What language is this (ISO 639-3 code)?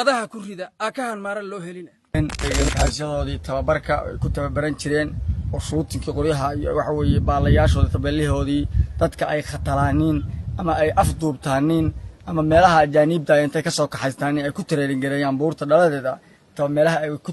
som